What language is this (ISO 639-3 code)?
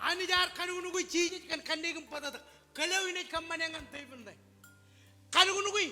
mah